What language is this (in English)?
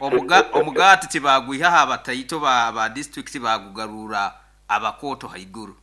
Nyoro